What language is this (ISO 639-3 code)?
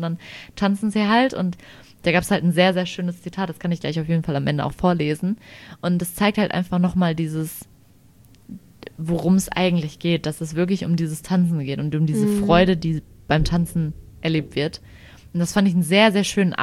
deu